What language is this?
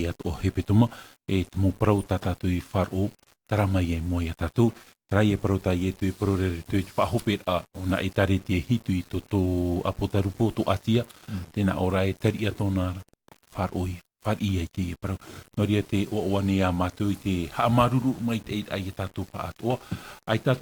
Tahitian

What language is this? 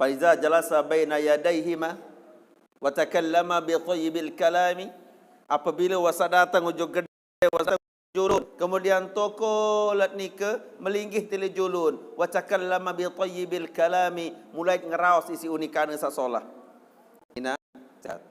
Sasak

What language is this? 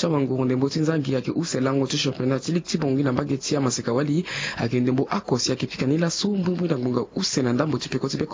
Sango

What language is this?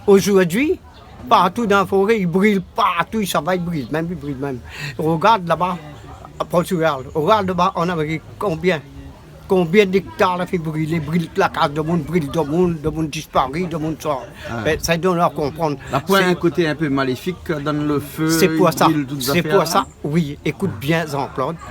Réunion Creole French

